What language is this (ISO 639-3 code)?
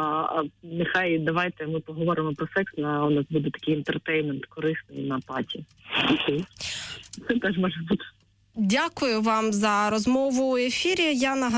ukr